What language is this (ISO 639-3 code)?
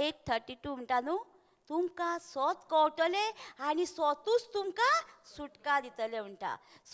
kok